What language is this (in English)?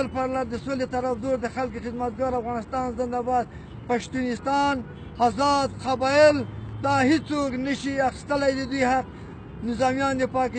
Pashto